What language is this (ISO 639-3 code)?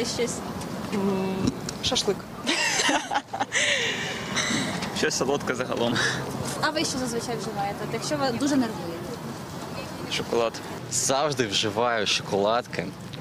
ukr